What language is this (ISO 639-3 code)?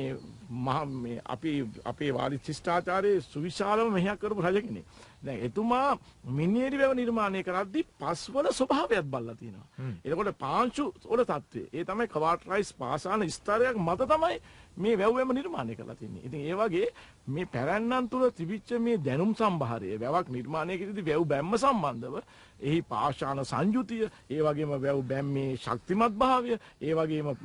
sin